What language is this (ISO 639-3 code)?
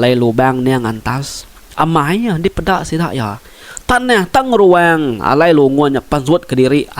iba